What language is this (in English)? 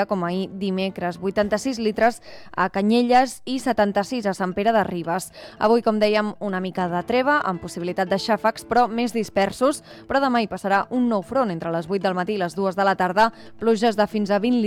Catalan